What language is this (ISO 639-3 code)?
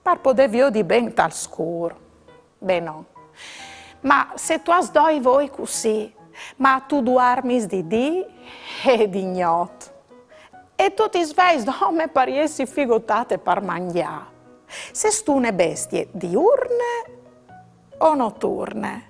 fur